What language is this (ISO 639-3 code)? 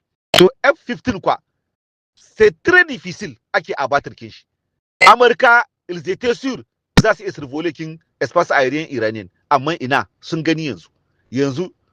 hau